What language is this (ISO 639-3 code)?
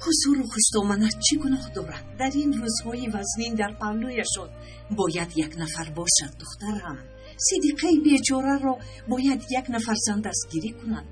tgk